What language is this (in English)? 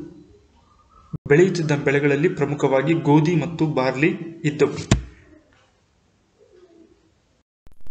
Kannada